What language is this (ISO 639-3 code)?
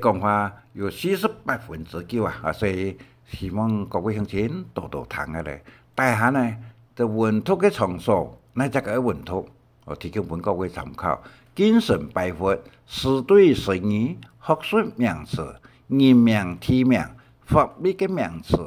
hak